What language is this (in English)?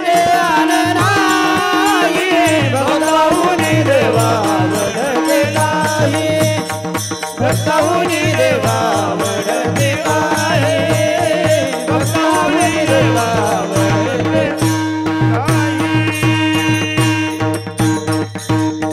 Marathi